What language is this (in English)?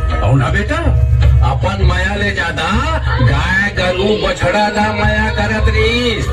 Chhattisgarhi